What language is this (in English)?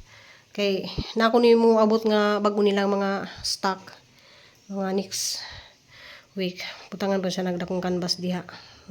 Cebuano